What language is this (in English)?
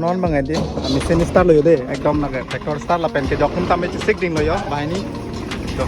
Karbi